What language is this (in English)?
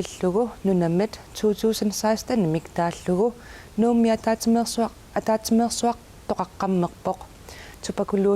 Kalaallisut